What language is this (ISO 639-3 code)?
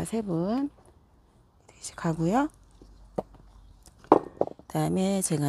kor